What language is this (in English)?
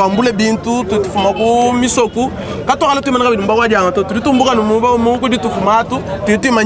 Luba-Lulua